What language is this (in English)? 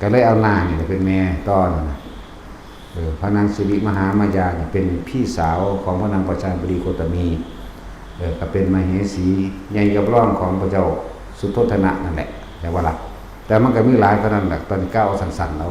Northeastern Thai